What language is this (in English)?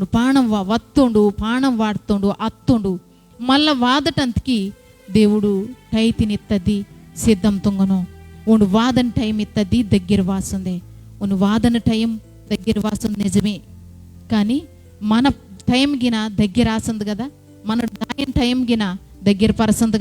Koya